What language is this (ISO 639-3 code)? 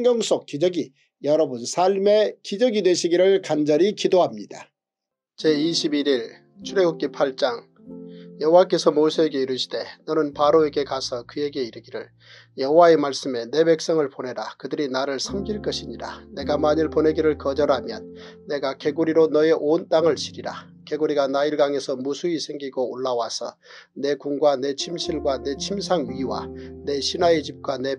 kor